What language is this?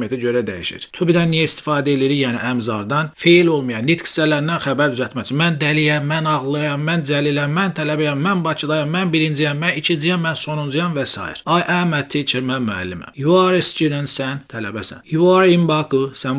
Azerbaijani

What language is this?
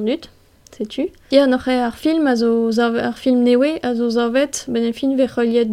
Breton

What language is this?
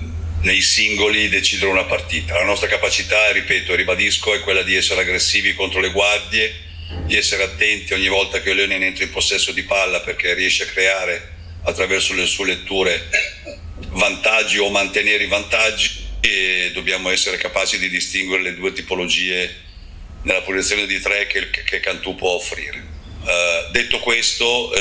Italian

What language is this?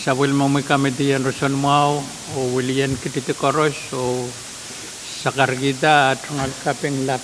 Pohnpeian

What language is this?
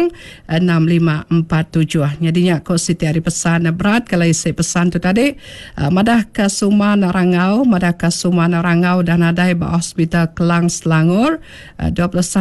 Iban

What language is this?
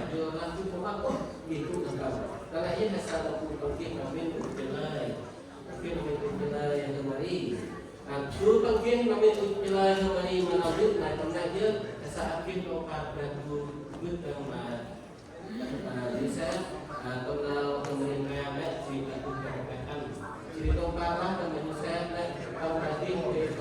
Central Mnong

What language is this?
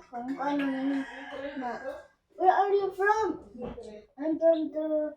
Cebuano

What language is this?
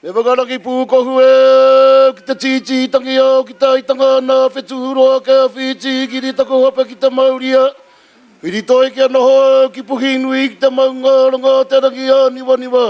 Māori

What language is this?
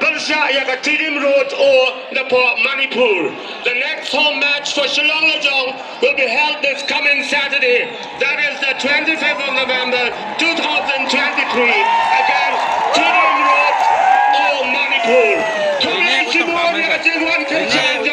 Khasi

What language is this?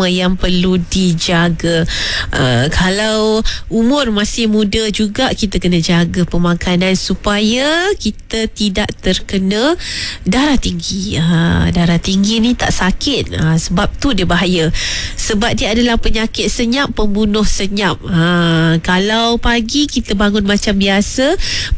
Malay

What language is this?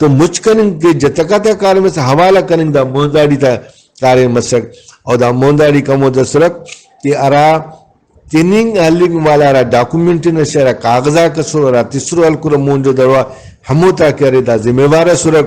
Brahui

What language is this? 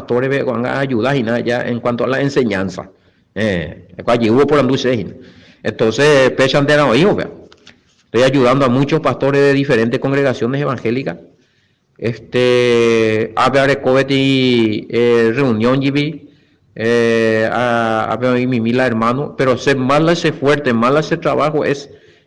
Guarani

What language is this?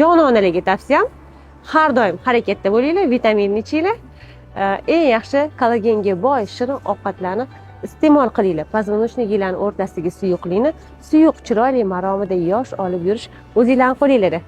Uzbek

